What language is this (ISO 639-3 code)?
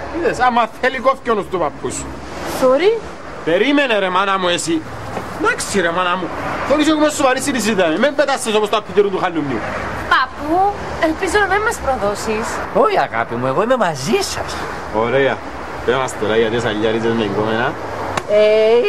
ell